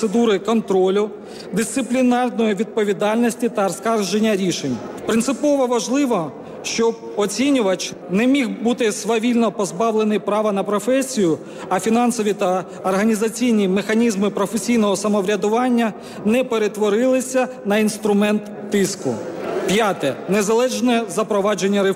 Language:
Ukrainian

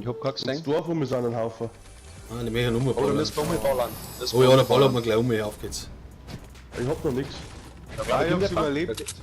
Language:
Bavarian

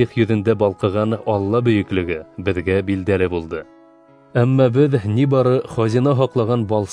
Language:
Bashkir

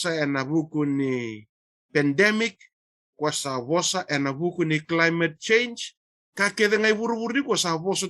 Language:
Fijian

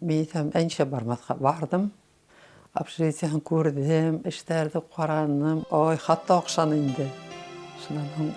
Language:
Bashkir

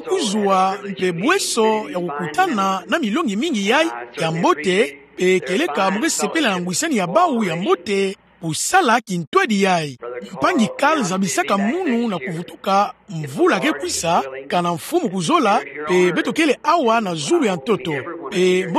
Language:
Kituba (Democratic Republic of Congo)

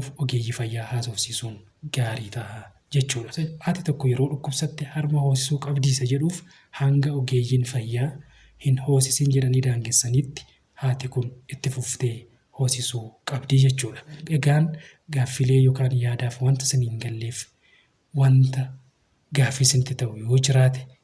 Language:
Oromo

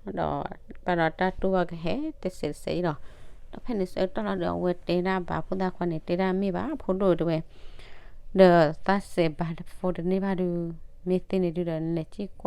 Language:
S'gaw Karen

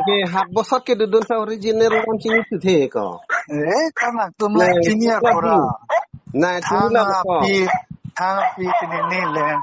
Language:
Karbi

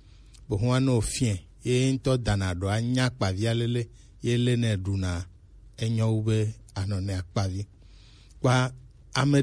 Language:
Gen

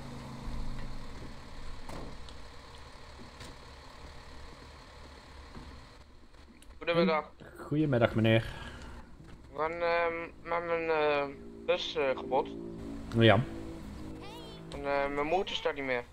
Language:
Dutch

